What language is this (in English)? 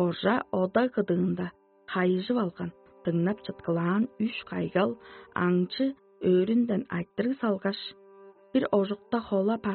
Tuvinian